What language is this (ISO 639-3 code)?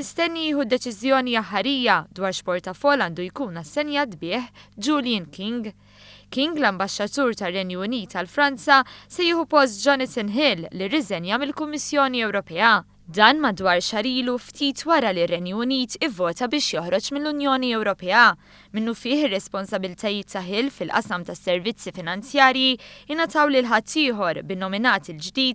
mlt